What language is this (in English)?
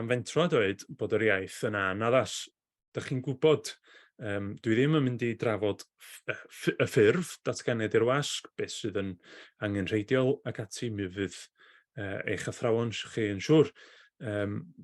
Welsh